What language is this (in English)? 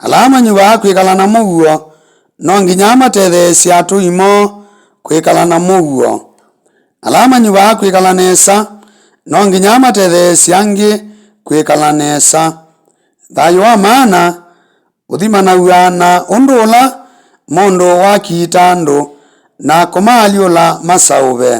Kamba